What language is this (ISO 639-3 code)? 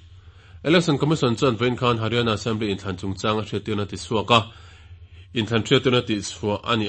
lus